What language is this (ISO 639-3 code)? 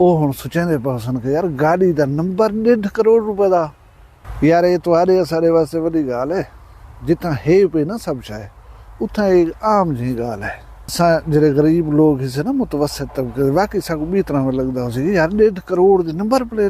skr